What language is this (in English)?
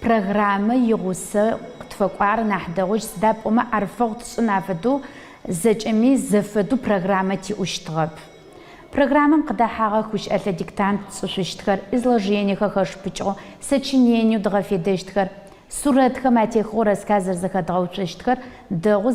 Adyghe